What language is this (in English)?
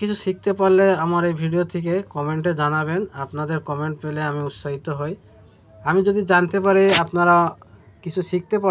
Bangla